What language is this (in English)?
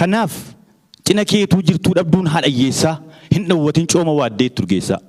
Oromo